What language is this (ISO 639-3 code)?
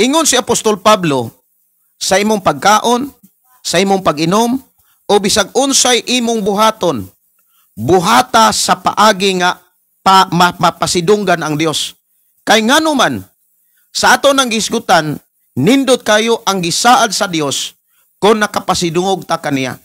ceb